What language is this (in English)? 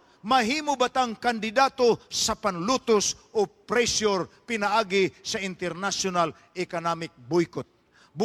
Cebuano